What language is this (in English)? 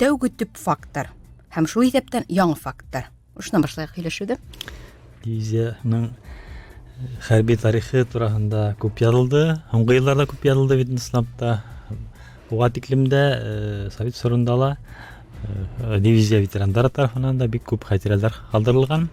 Bashkir